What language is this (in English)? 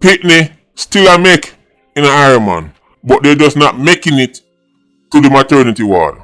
Jamaican Creole English